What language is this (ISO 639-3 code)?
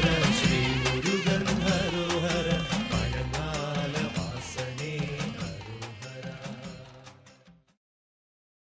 mal